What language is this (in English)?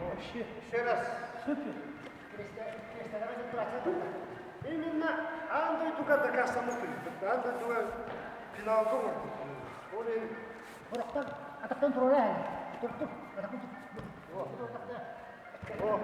Yakut